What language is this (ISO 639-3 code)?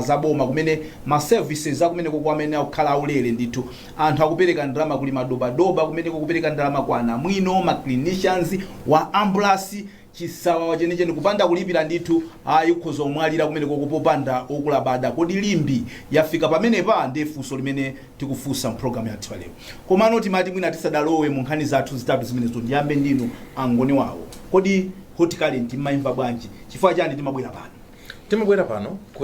nya